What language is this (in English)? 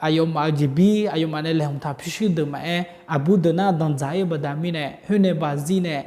Akha